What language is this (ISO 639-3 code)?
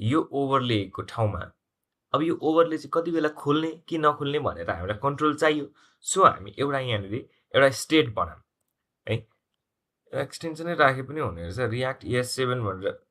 nep